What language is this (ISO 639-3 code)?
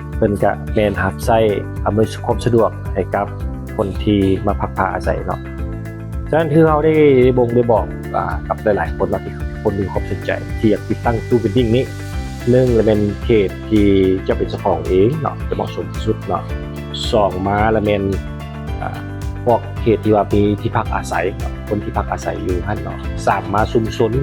lao